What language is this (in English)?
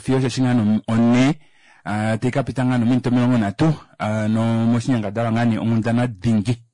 Kuanyama